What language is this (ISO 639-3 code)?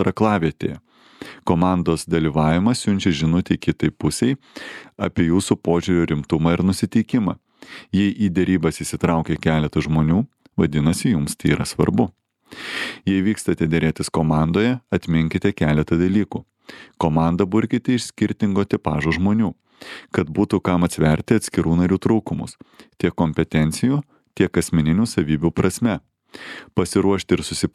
lit